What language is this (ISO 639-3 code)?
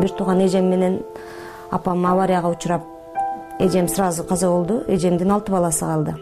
kir